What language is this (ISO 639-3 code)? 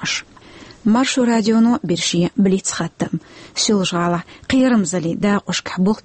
che